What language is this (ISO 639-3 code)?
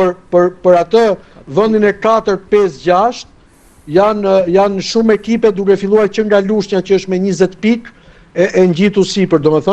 sqi